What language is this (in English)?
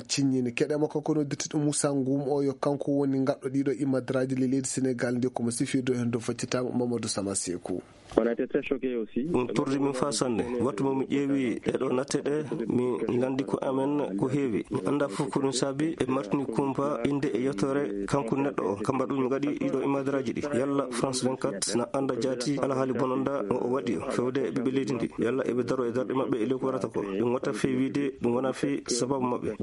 Fula